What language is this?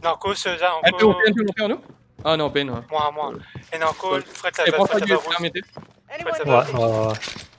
Morisyen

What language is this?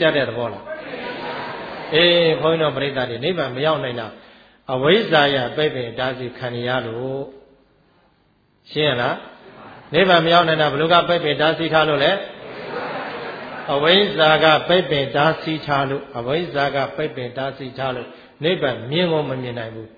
Burmese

